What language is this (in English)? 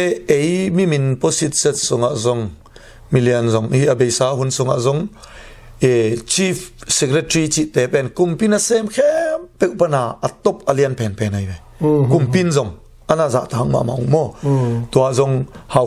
Tedim Chin